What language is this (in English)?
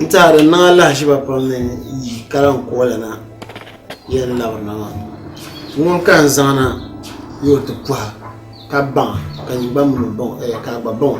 Dagbani